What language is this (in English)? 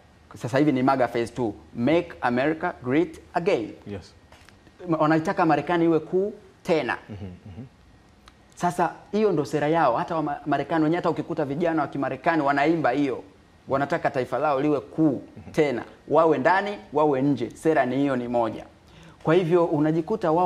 Swahili